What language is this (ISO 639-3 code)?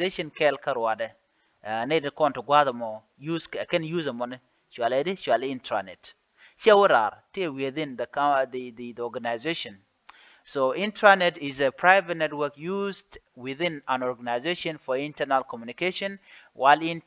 nus